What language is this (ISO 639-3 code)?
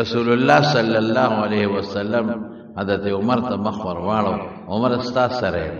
pus